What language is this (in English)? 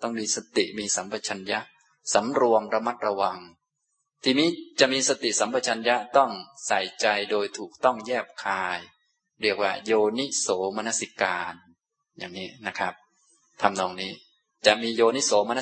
Thai